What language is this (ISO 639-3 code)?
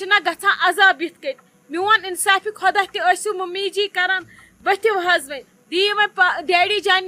kas